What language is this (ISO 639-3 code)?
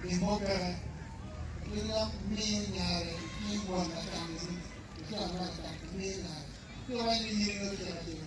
ach